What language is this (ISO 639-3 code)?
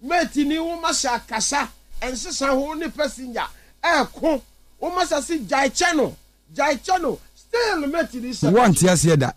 aka